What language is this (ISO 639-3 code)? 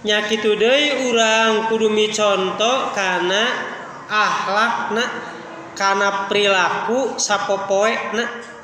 sun